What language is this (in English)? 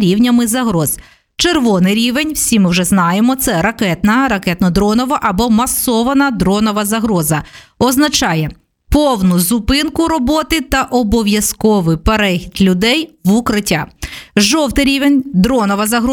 Ukrainian